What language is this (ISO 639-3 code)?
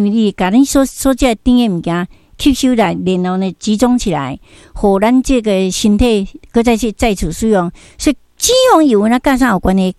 nan